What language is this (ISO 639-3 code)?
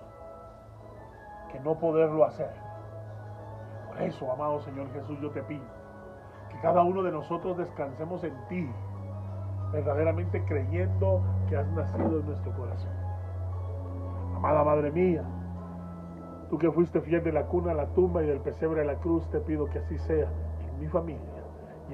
spa